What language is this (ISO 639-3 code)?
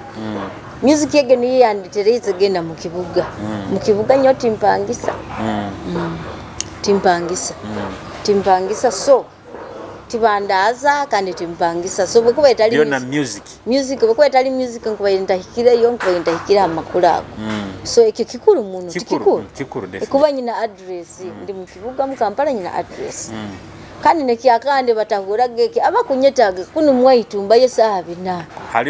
nyo